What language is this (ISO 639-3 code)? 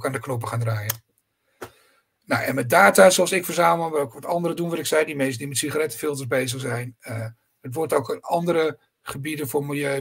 nld